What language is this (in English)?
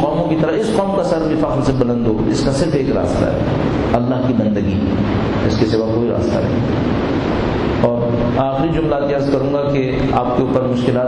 Urdu